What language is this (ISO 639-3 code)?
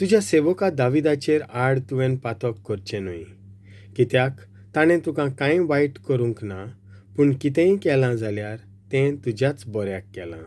kok